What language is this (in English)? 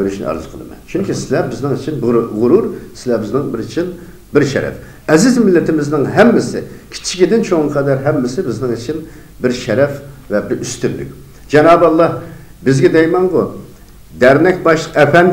Uyghur